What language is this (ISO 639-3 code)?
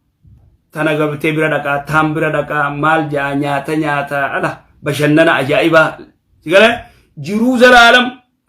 orm